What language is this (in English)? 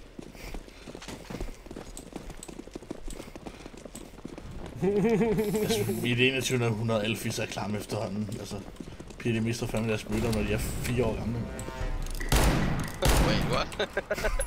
Danish